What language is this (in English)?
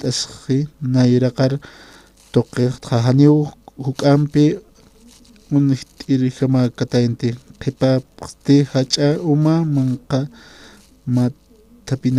Aymara